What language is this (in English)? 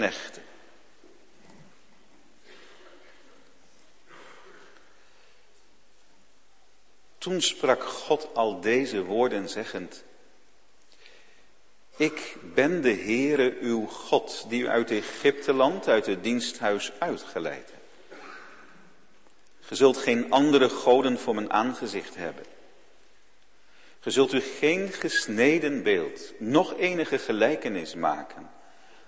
Dutch